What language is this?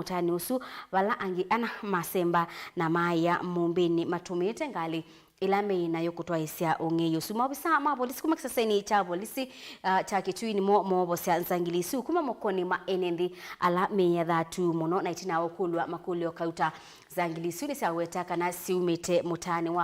Kamba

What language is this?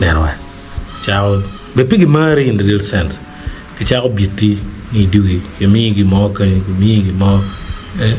Acoli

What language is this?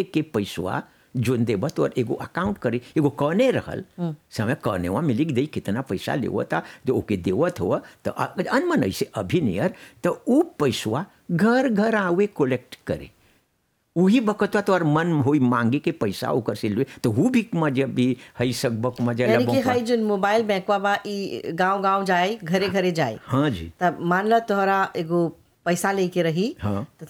Bhojpuri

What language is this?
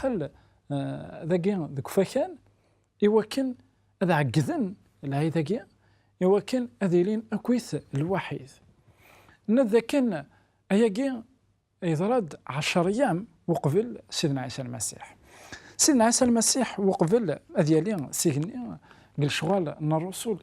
Kabyle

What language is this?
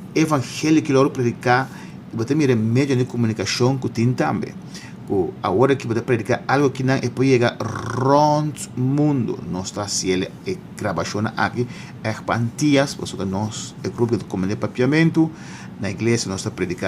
Papiamento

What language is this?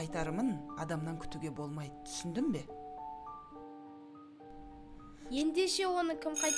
Kazakh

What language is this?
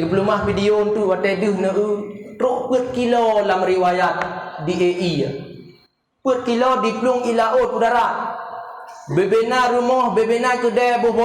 Achinese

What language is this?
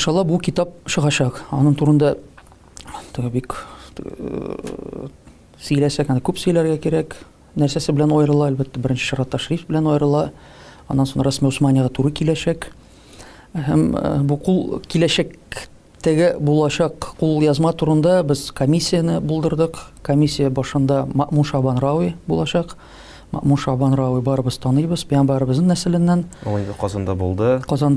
Tatar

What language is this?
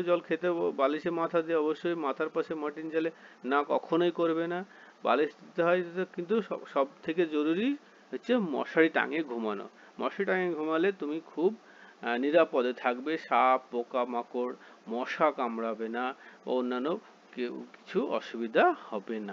Bangla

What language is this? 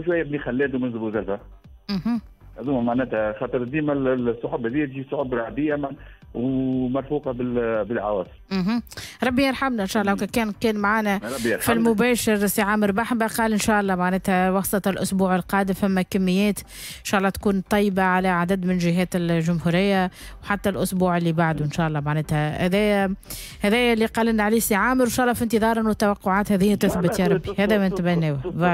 Tunisian Arabic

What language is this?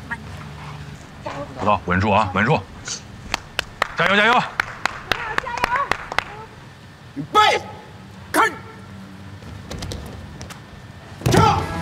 Chinese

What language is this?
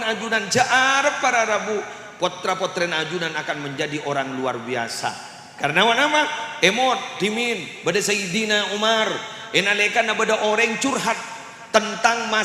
Madurese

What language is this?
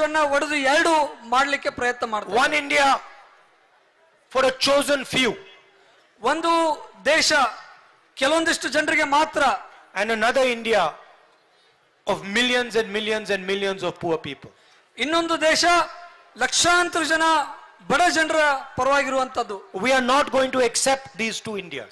Kannada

